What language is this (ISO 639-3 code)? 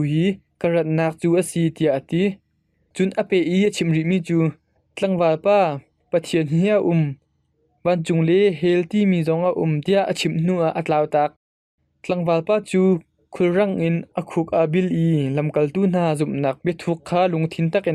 cnh